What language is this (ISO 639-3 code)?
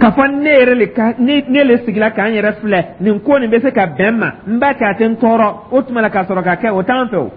dyu